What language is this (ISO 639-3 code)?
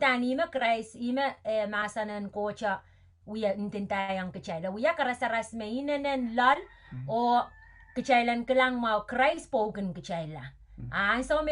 pon